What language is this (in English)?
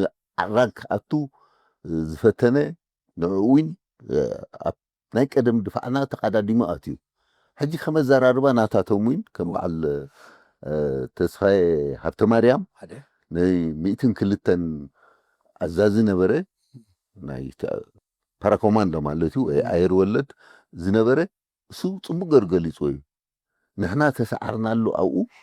Tigrinya